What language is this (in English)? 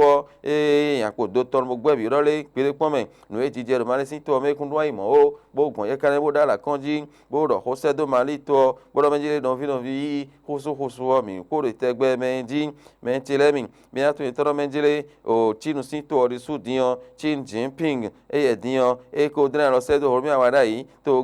Fon